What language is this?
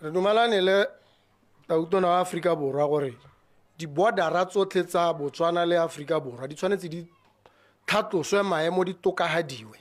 Tswana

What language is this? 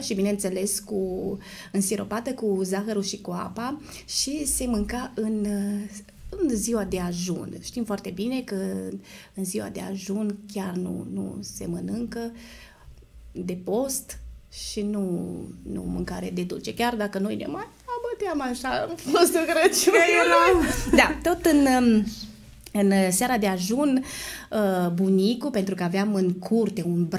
Romanian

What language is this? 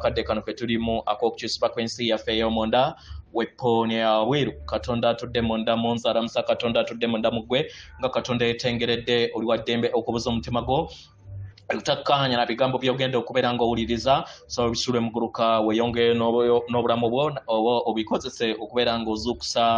Ganda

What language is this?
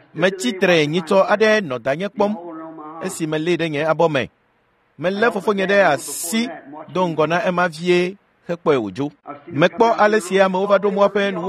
Ewe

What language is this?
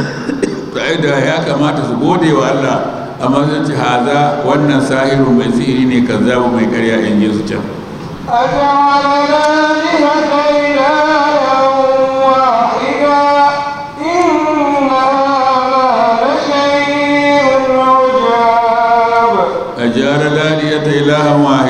Hausa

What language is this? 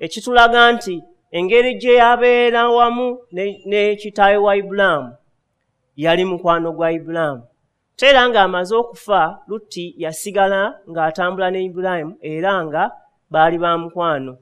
Ganda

